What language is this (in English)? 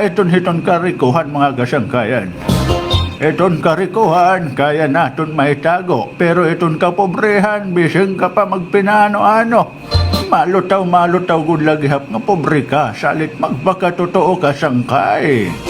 Waray